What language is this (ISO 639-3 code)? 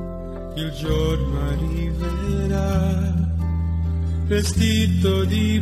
ita